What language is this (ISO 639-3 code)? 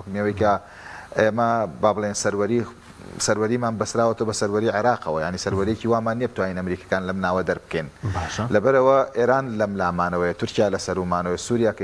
ckb